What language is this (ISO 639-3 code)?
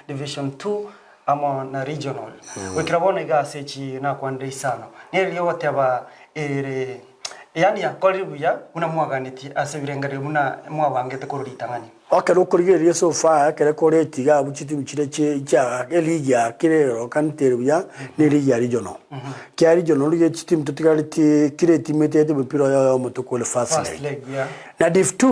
guz